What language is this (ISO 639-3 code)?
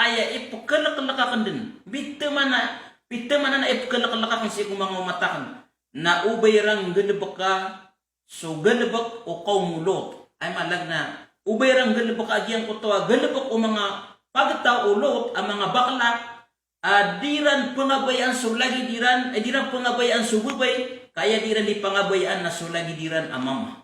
mrw